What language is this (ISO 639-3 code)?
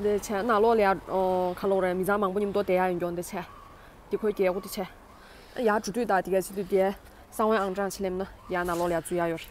bod